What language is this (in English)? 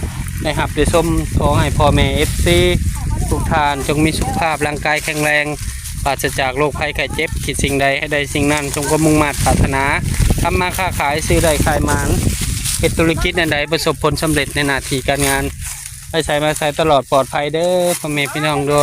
Northeastern Thai